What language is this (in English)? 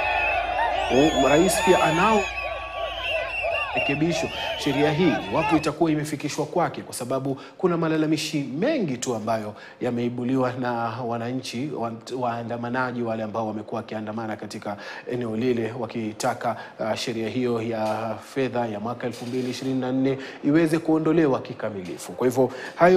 Swahili